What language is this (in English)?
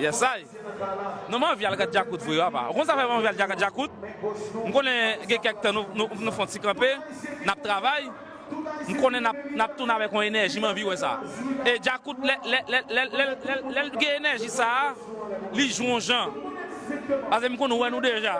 Haitian Creole